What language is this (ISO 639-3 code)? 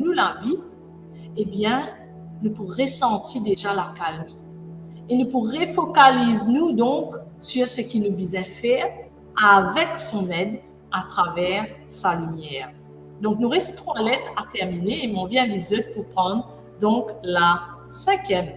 mfe